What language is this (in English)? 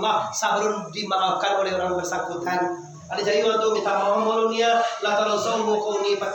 Minangkabau